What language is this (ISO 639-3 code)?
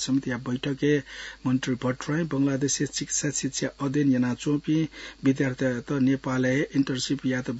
new